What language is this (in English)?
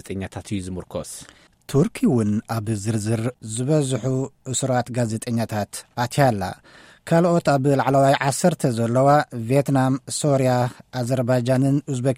Tigrinya